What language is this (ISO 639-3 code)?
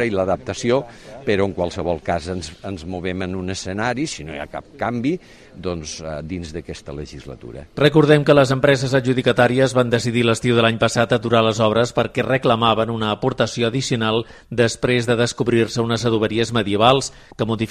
cat